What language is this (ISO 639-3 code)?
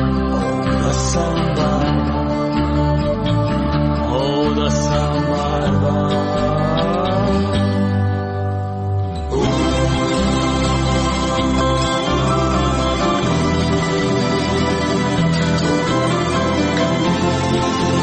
hrv